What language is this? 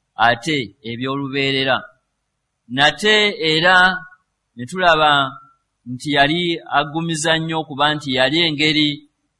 Ganda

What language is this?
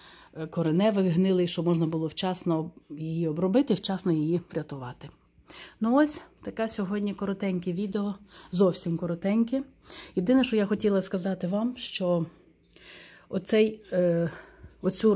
Ukrainian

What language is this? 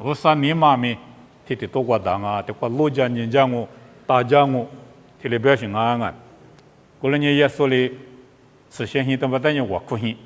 Lisu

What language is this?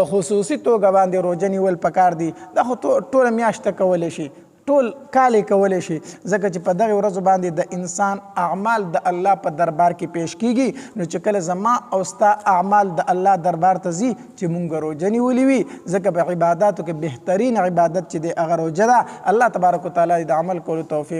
Pashto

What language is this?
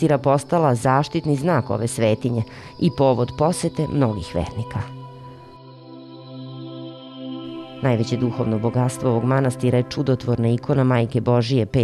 Serbian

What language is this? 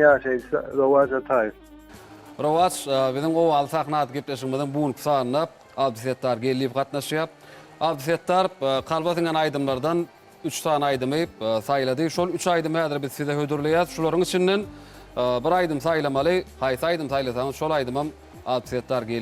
Turkmen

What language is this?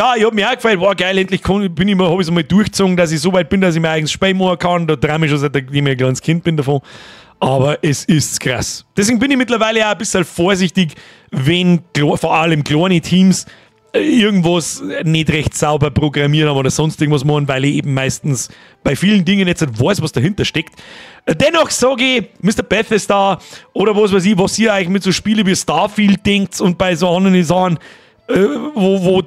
Bavarian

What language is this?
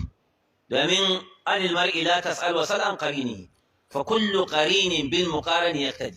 Hausa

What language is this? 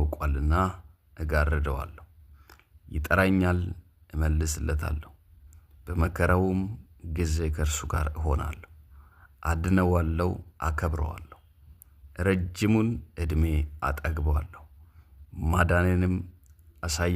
Amharic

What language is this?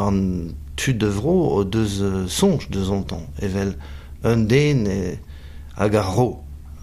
Breton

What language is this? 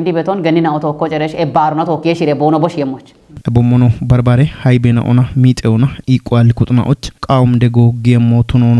Kafa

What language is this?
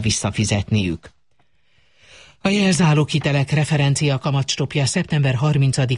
Hungarian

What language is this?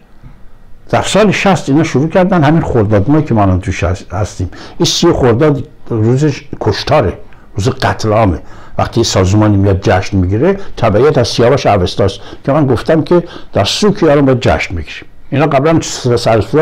Persian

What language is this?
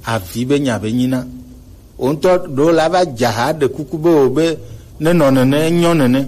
Gen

